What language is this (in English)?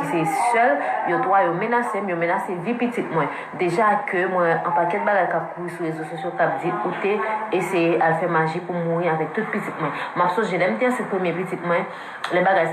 Haitian Creole